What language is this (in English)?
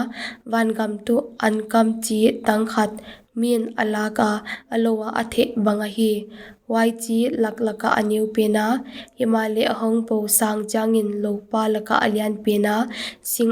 Paite Chin